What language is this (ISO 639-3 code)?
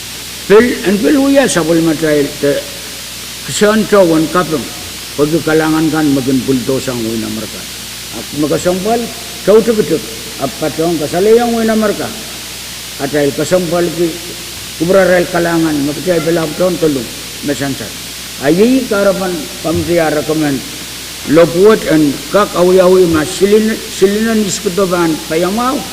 pon